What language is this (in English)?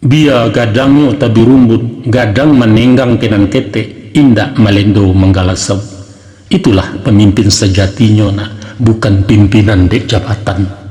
Minangkabau